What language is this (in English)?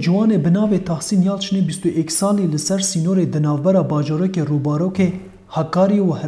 Kurdish